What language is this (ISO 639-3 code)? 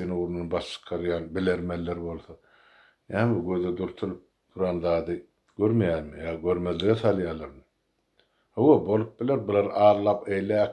tuk